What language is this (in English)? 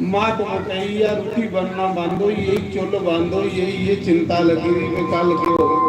Dogri